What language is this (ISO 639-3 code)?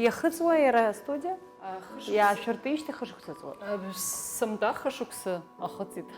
abk